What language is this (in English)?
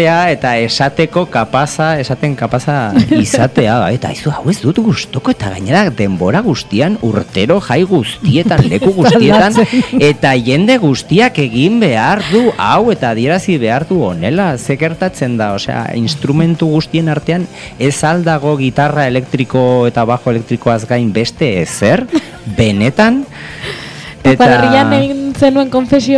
Basque